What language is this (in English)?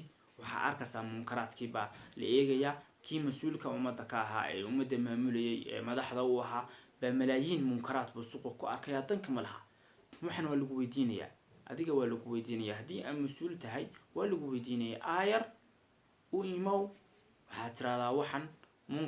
Somali